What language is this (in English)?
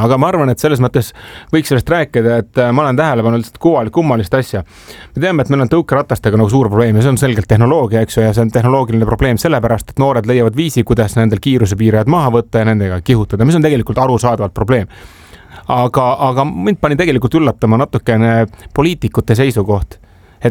Estonian